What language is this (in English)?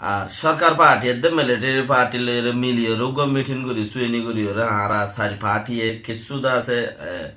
Rohingya